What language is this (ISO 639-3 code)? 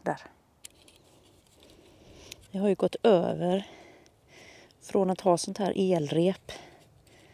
swe